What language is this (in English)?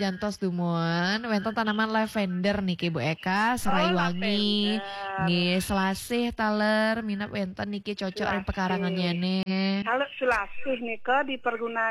Balinese